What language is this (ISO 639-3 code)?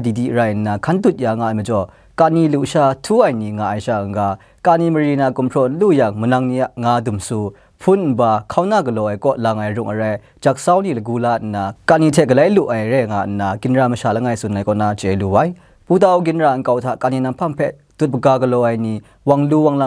kac